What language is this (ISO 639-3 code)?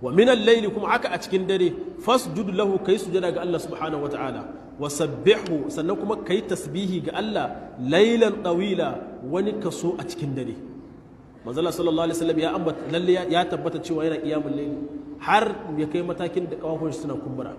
hau